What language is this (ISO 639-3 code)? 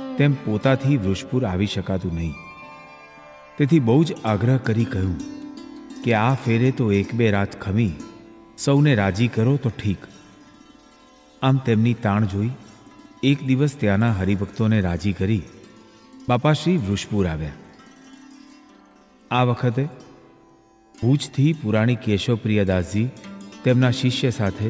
guj